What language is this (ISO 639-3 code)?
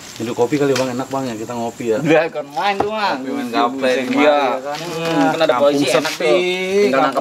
bew